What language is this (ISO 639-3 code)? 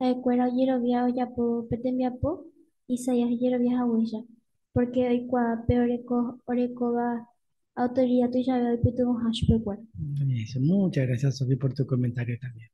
grn